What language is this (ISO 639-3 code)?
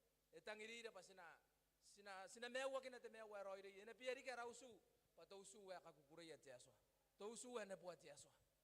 gil